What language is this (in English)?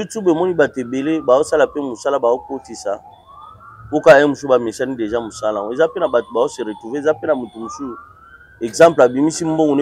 Lingala